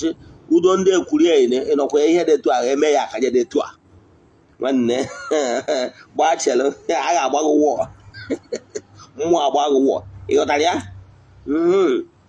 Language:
Igbo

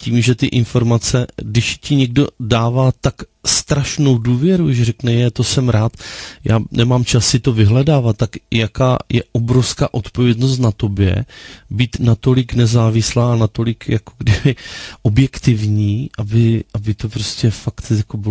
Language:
Czech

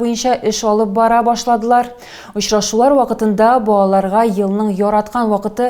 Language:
Tatar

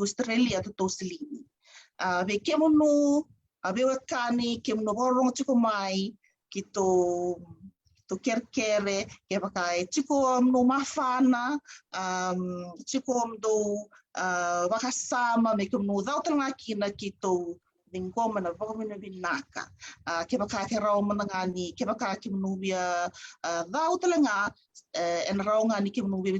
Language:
Fijian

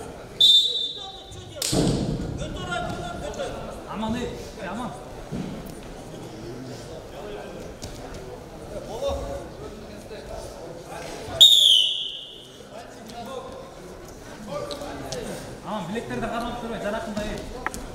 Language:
Kazakh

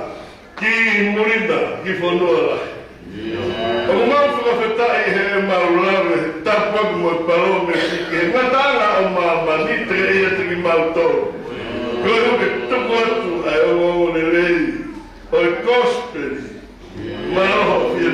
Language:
Tongan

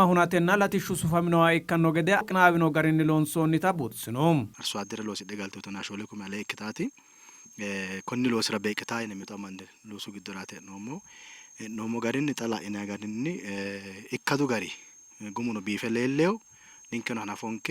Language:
Sidamo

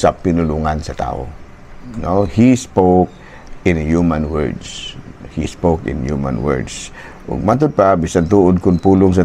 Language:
Cebuano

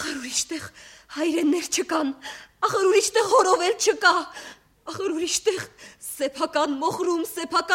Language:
Armenian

